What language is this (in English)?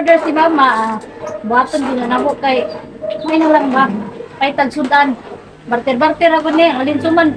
Cebuano